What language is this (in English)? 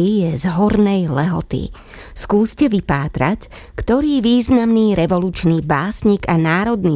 Slovak